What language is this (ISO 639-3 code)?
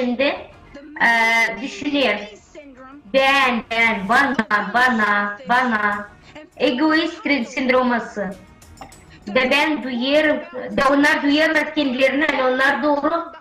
gag